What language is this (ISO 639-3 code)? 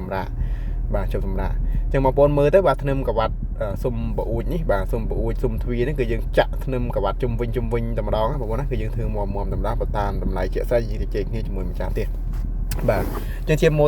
khm